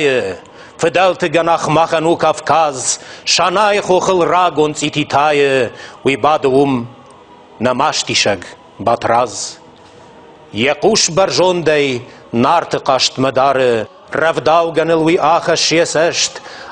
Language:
Ossetic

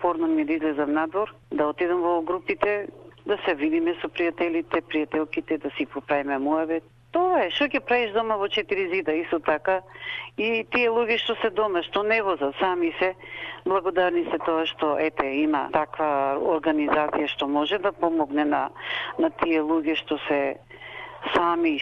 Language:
Macedonian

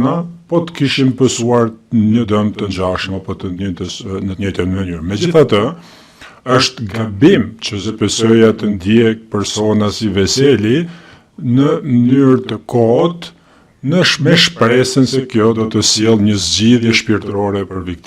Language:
Albanian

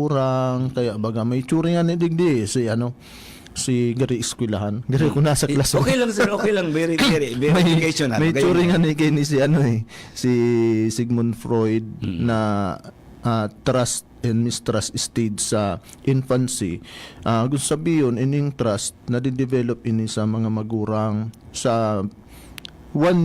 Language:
Bikol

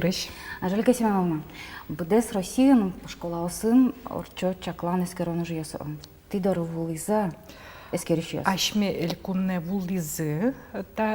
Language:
Udmurt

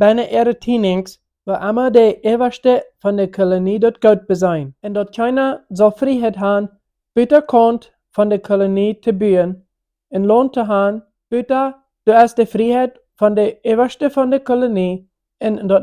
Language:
Plautdietsch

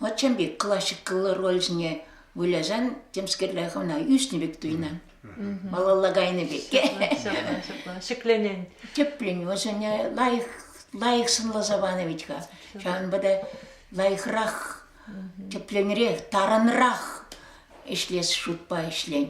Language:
Chuvash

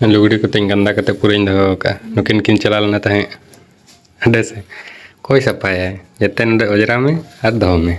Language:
Santali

